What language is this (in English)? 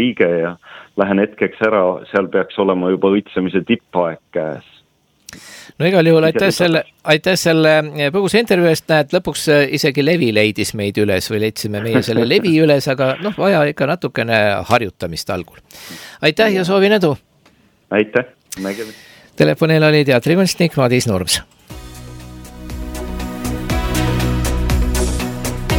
Estonian